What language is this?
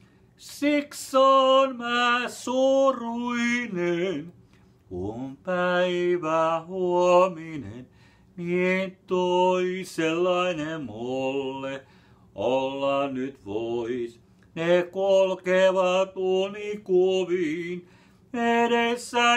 Finnish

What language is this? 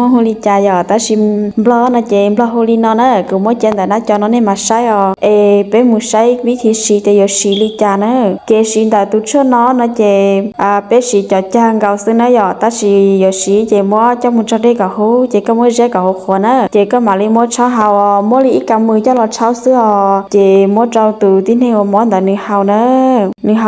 Hmong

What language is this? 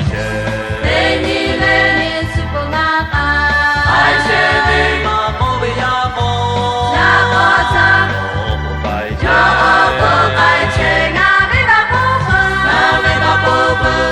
Lahu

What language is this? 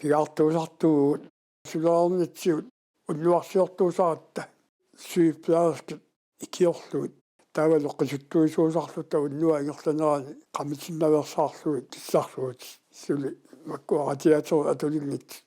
Kalaallisut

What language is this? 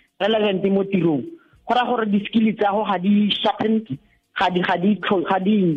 Tswana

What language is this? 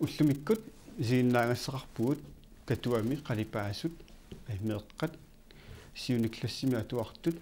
Kalaallisut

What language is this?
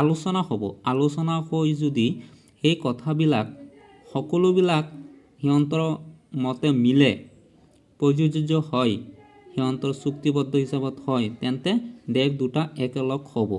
Assamese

